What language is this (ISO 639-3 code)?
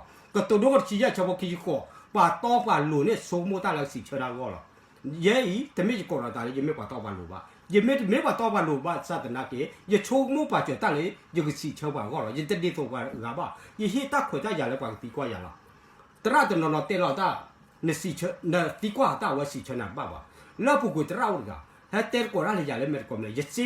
ksw